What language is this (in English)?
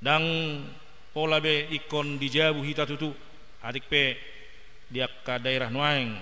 Batak Toba